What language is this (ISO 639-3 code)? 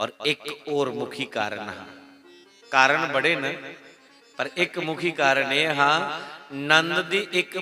doi